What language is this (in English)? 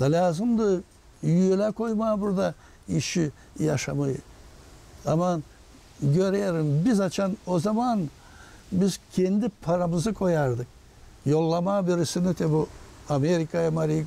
Gagauz